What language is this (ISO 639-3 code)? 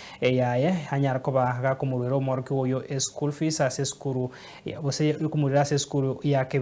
guz